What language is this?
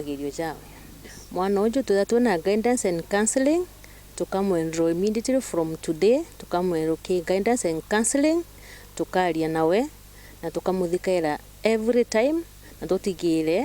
Meru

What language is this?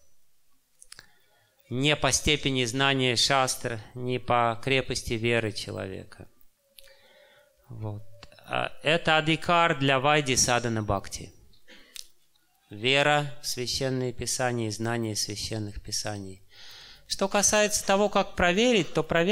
Russian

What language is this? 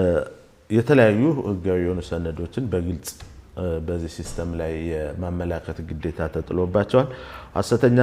Amharic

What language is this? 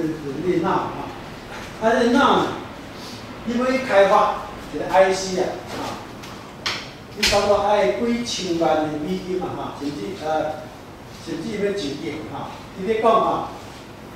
Chinese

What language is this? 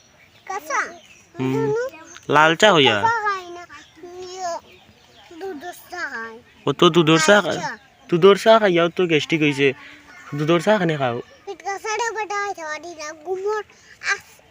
Sylheti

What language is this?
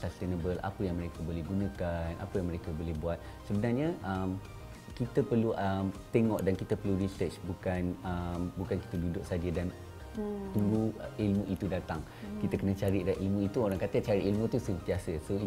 Malay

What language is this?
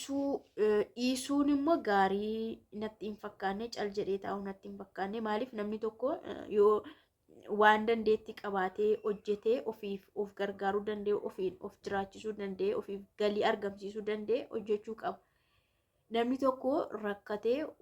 Oromo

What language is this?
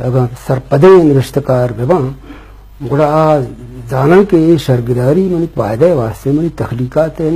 Eastern Balochi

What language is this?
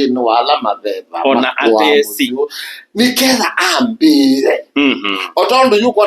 Kamba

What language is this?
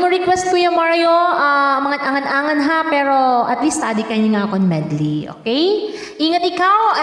Waray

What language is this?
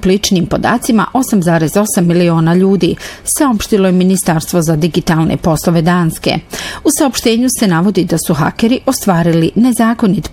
Bosnian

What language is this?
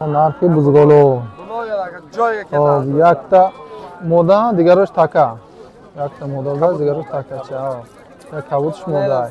Tajik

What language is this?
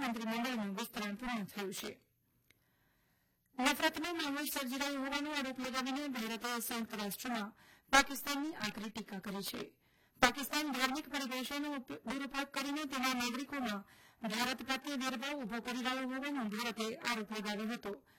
Gujarati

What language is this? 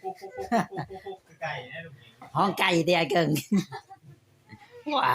Lao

